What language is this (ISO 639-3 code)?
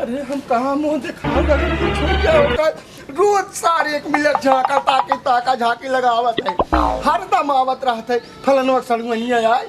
bho